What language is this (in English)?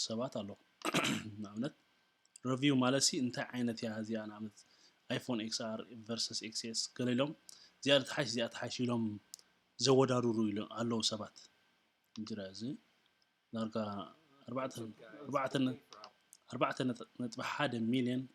Tigrinya